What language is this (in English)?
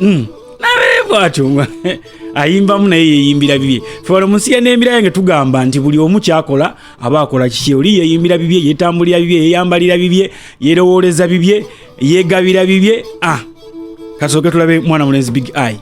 Ganda